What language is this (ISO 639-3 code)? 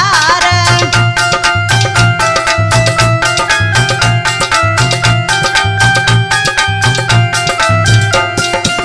bho